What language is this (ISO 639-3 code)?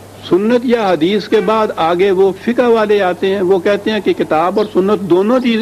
urd